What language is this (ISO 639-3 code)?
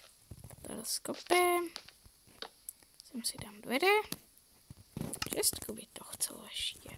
slk